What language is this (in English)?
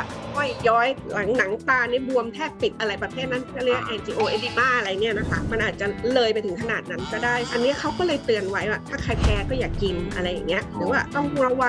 Thai